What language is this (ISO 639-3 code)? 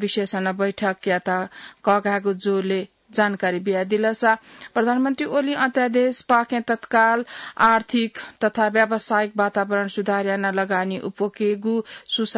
new